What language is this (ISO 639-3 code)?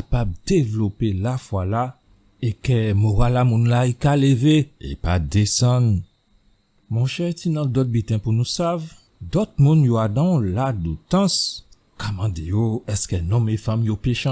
gcf